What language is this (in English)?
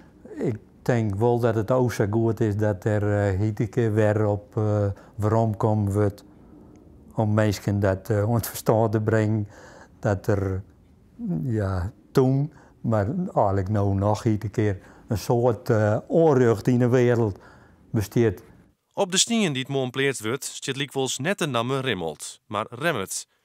Western Frisian